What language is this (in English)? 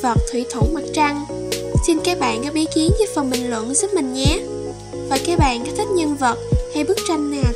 Vietnamese